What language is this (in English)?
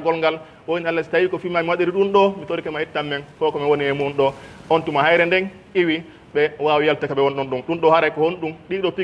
Pular